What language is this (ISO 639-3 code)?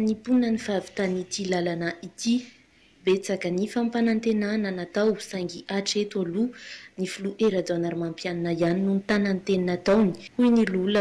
mlg